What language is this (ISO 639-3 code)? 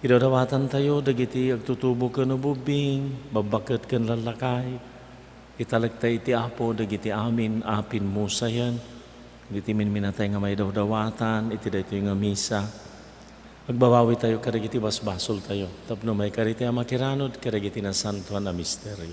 ilo